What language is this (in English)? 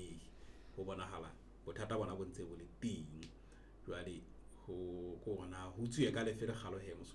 Southern Sotho